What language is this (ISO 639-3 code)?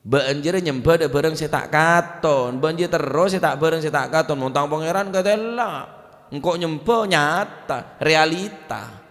mad